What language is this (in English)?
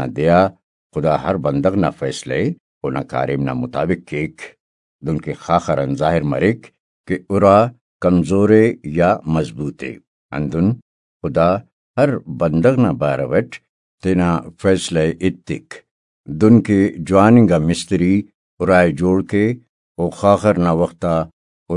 Brahui